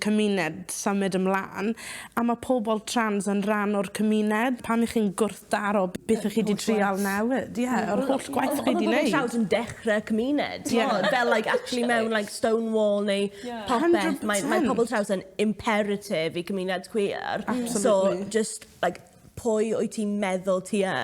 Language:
Welsh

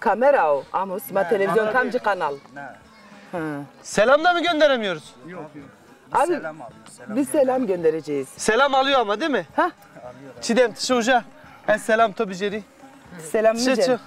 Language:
Zaza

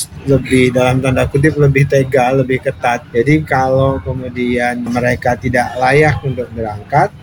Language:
Indonesian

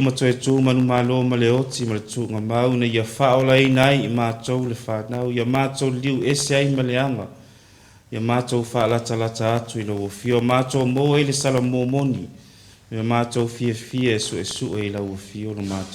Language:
Samoan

